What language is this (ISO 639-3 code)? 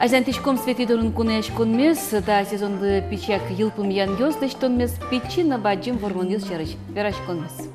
udm